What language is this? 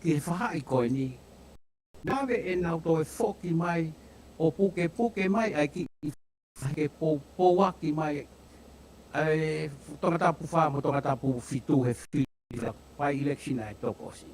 Tongan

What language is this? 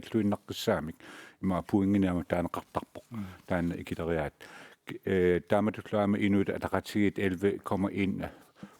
Kalaallisut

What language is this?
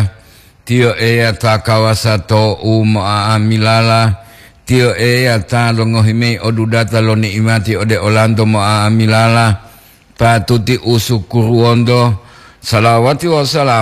Gorontalo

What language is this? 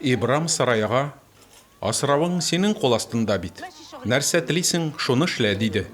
Tatar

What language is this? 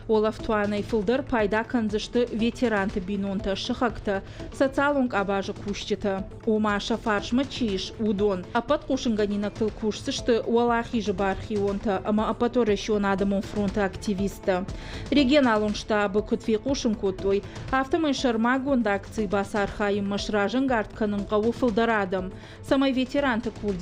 Ossetic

